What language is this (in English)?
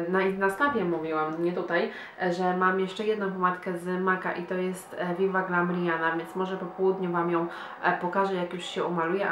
Polish